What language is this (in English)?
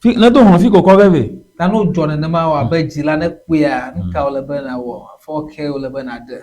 Ewe